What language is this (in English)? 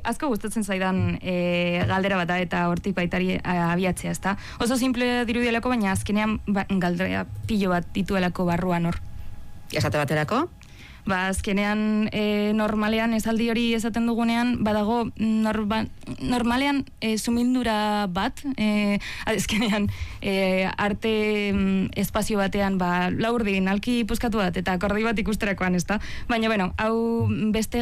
Basque